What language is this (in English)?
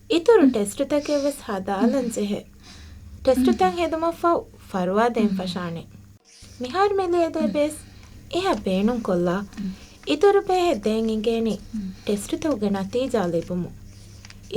Divehi